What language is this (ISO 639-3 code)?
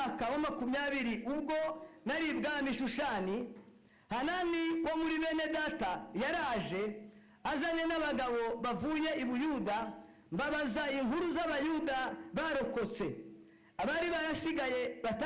kin